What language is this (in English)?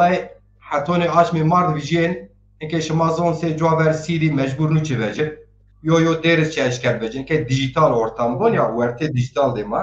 Zaza